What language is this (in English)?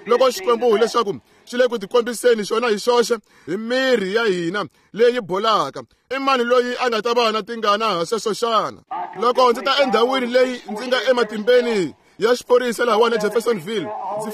Tsonga